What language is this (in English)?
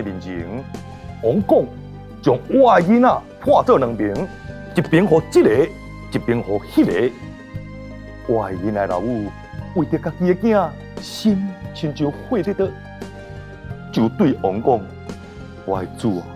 Min Nan Chinese